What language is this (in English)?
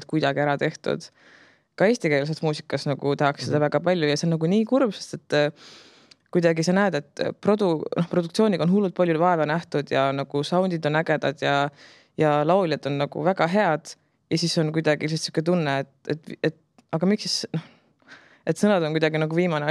Estonian